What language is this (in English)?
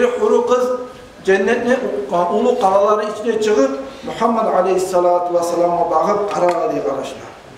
Kumyk